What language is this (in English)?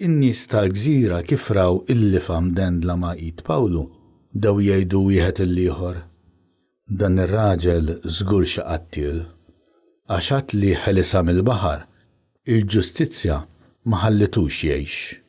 Maltese